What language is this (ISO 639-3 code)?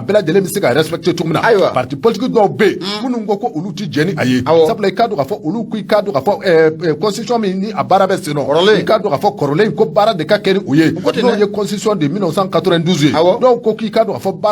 bam